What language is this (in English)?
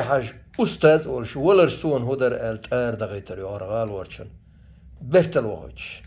Chechen